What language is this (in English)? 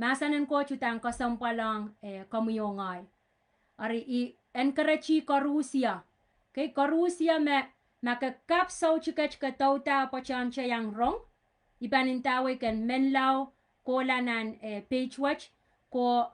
Pohnpeian